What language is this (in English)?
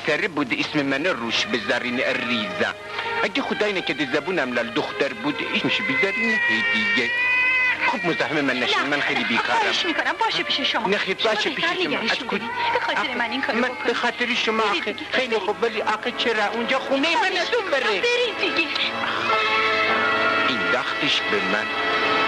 Persian